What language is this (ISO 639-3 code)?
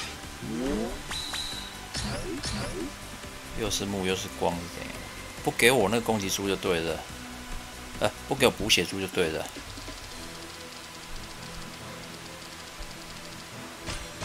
zho